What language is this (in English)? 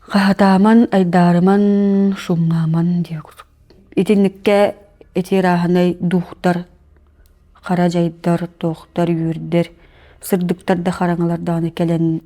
Yakut